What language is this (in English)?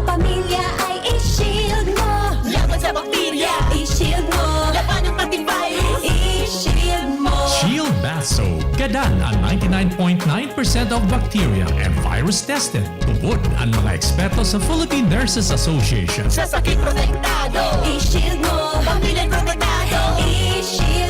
Bikol